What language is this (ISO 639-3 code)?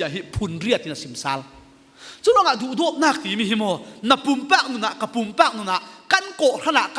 cfm